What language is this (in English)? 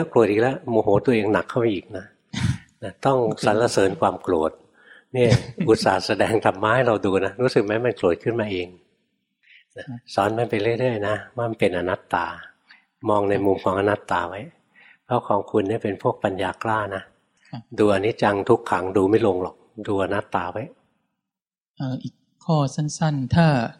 Thai